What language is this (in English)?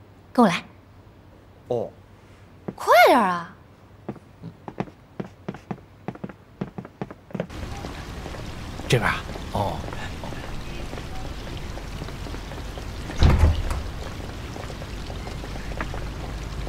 Chinese